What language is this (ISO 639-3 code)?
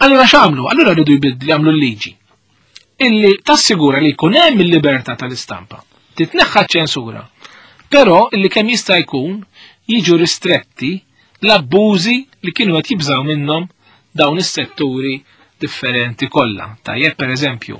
mlt